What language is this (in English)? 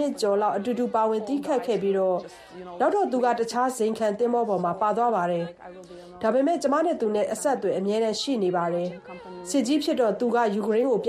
Burmese